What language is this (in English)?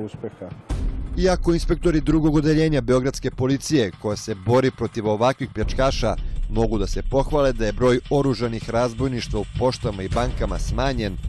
Serbian